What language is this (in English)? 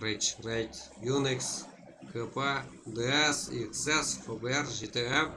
Kara-Kalpak